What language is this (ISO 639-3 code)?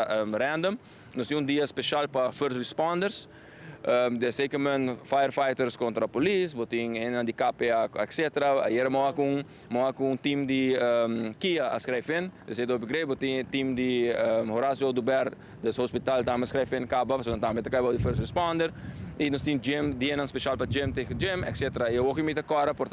pap